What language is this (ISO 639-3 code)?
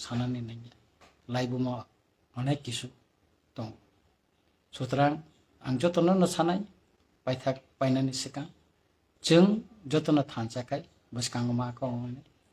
trp